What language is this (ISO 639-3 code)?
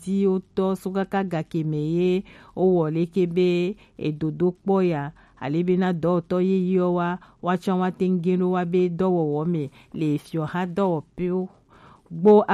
gej